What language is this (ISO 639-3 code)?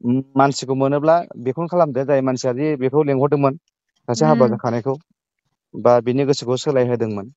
brx